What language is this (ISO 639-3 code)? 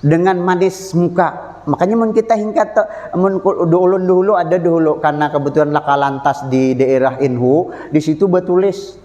bjn